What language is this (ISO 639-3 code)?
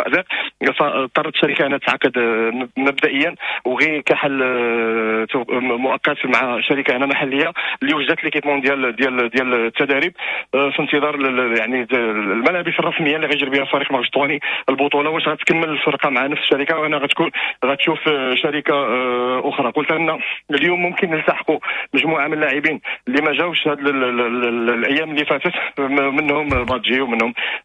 ary